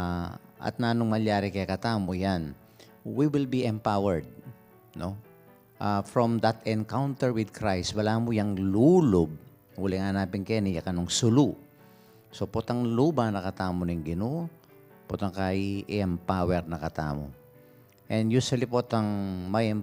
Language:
Pampanga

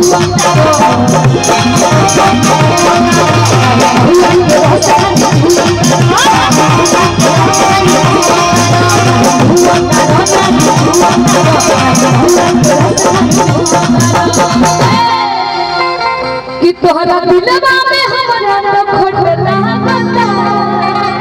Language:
Bhojpuri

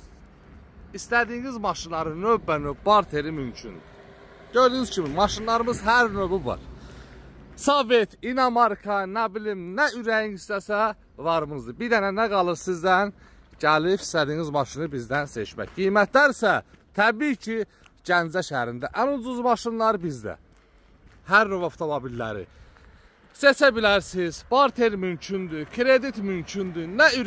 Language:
Azerbaijani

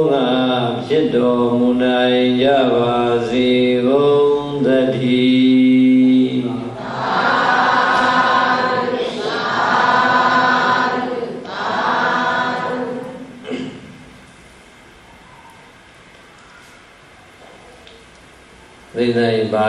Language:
Burmese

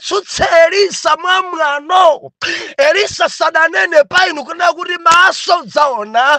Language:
Nyanja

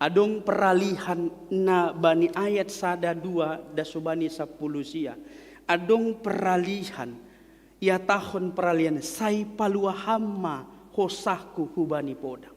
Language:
Batak Simalungun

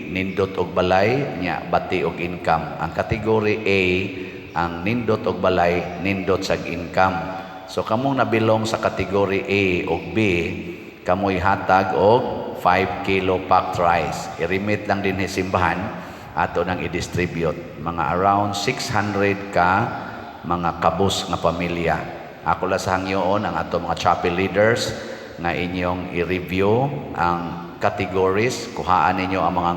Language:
Cebuano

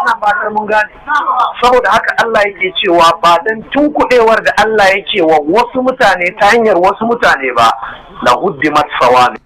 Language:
Hausa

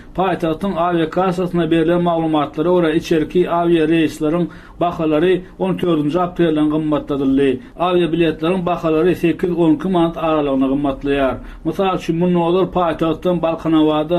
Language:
Turkmen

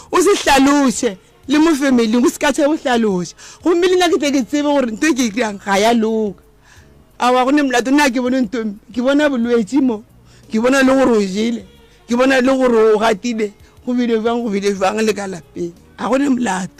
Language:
Northern Sotho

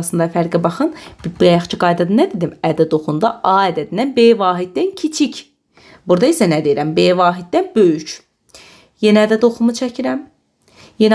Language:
Azerbaijani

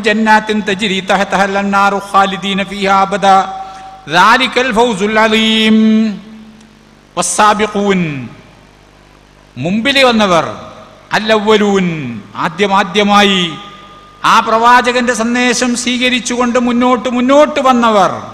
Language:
Malayalam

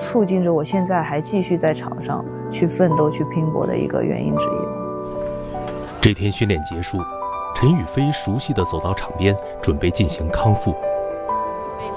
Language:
Chinese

